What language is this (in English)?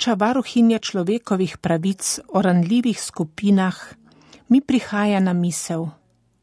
Slovenian